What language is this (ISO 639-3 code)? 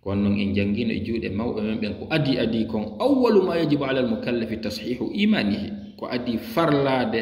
ful